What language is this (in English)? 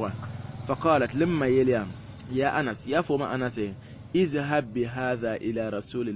Mossi